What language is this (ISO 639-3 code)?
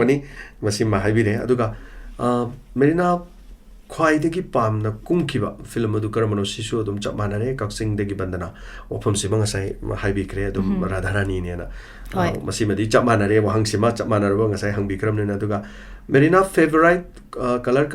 mni